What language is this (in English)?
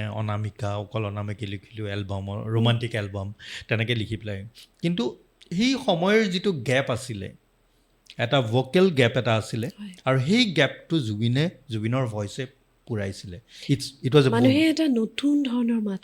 Assamese